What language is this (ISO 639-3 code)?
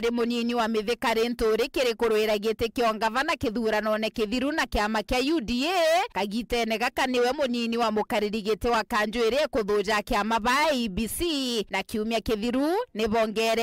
mer